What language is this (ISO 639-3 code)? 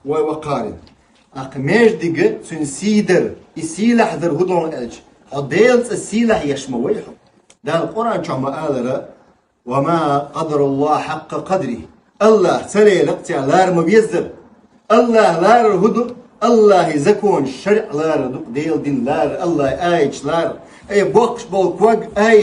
che